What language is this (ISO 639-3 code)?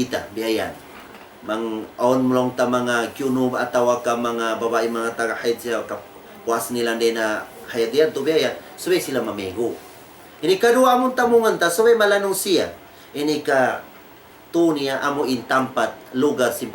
tsg